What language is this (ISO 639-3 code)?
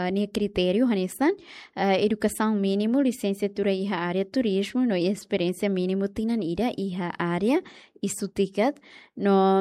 tet